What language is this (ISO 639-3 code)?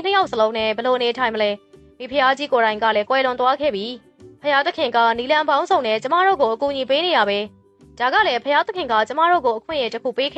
mya